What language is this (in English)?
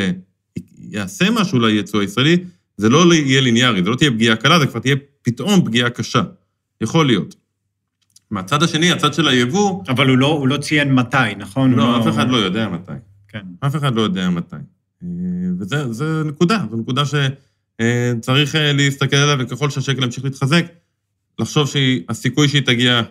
Hebrew